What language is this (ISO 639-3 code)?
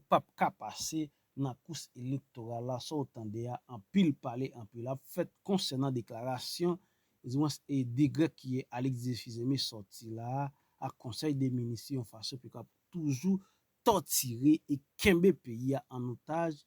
hat